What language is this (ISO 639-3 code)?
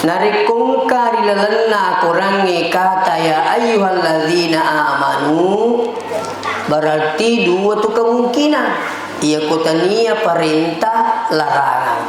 bug